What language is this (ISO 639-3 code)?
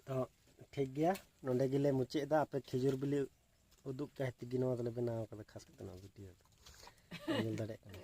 sat